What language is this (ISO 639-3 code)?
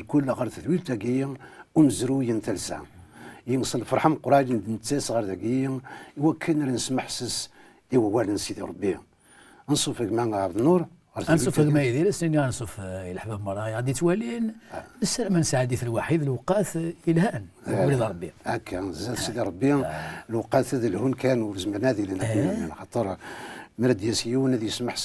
kab